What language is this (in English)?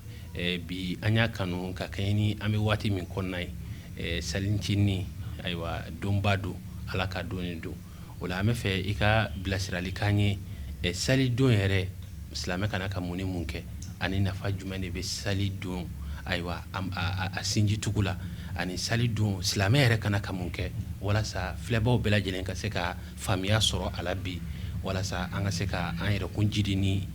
Bambara